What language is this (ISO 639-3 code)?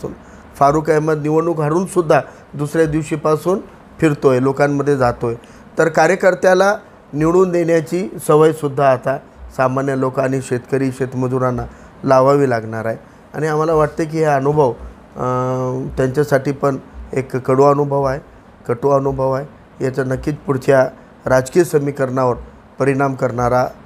mar